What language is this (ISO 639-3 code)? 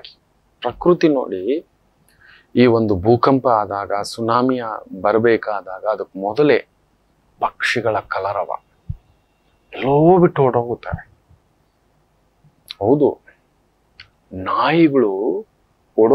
kan